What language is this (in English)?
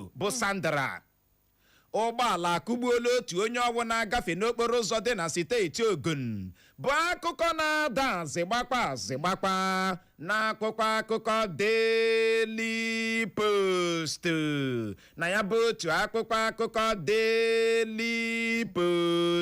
Igbo